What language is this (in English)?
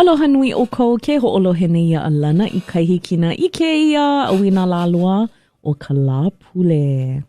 Hawaiian